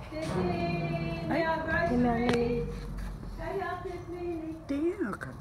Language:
Māori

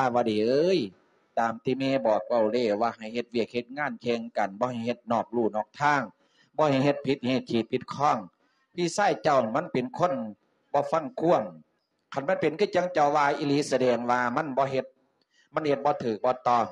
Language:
Lao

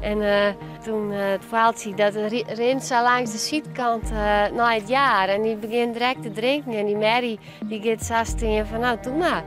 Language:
Western Frisian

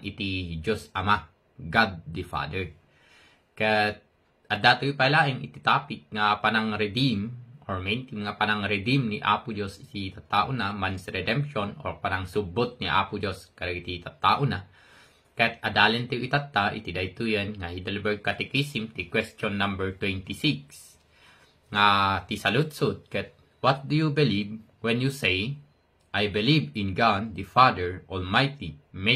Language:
Iloko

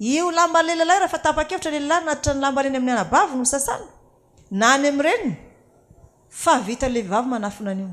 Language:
Malagasy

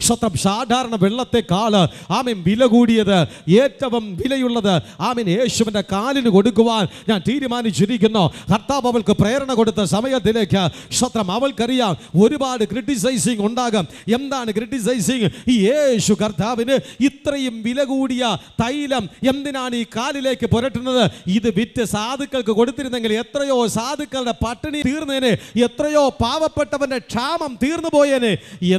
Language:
Malayalam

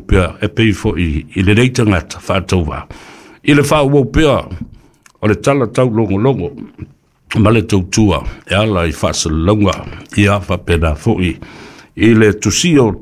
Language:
Samoan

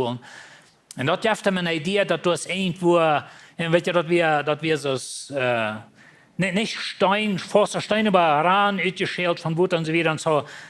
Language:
Plautdietsch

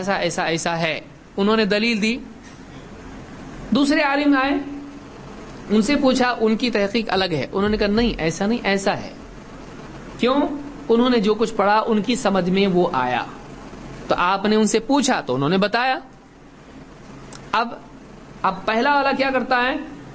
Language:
Urdu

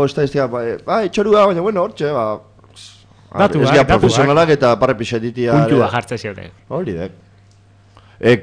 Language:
Basque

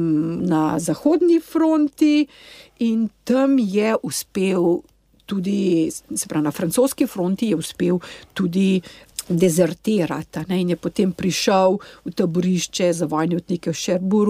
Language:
Slovenian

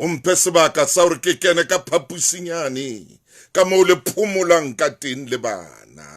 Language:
Southern Sotho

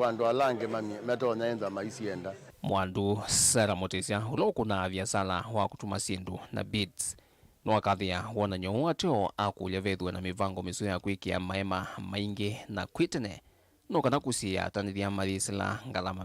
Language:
Kamba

